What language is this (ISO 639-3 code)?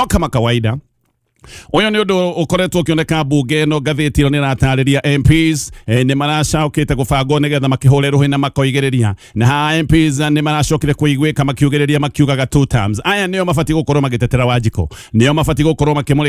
kik